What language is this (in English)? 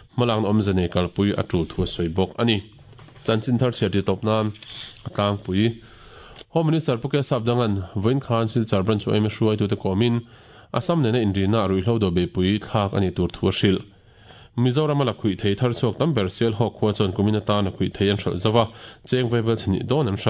Mizo